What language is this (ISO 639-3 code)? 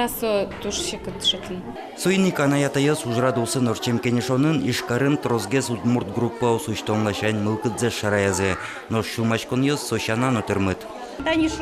udm